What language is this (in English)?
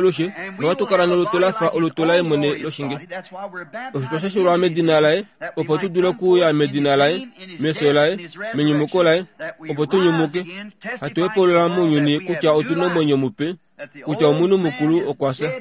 Kuanyama